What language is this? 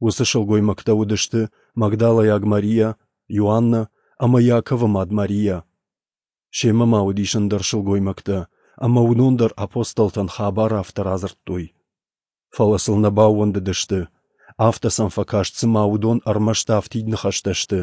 Ossetic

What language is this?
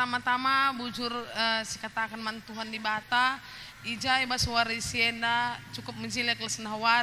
Batak Karo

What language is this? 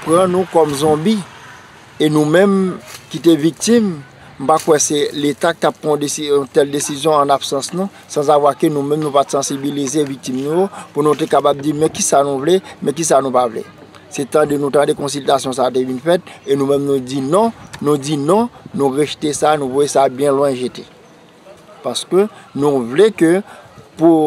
Haitian Creole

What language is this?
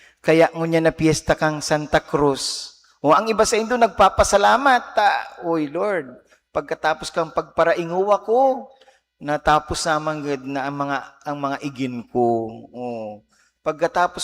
Bikol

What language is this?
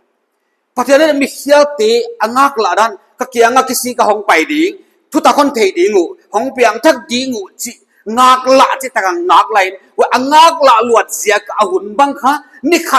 Paite Chin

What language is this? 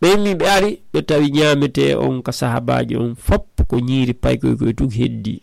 Fula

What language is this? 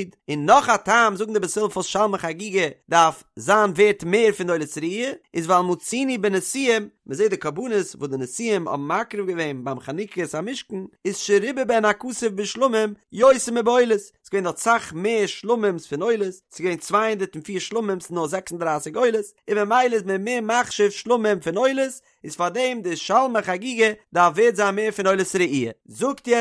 Yiddish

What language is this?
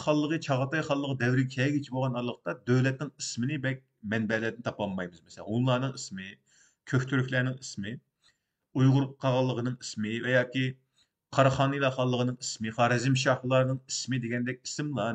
Uyghur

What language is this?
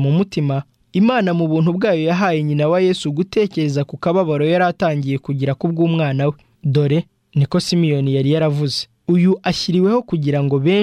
Kinyarwanda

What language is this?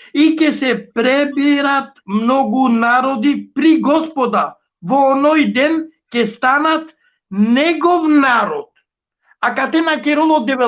Balkan Romani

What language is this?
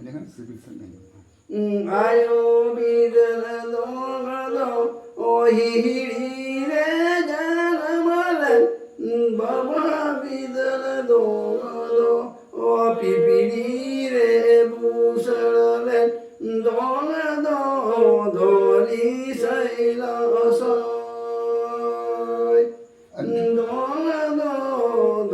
Santali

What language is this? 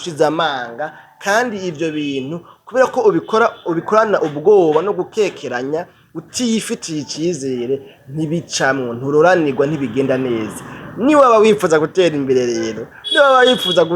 Rundi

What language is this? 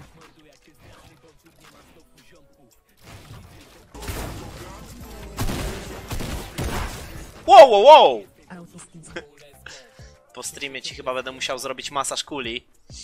Polish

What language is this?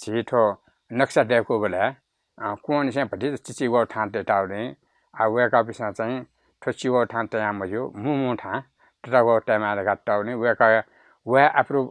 Newari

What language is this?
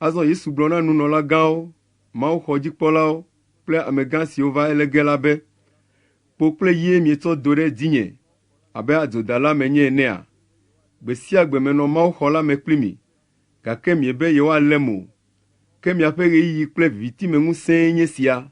Ewe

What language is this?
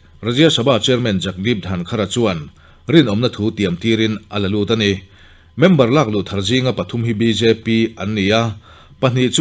Mizo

